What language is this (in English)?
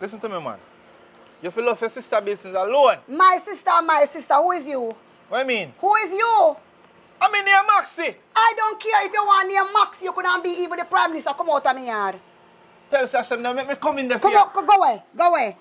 Jamaican Creole English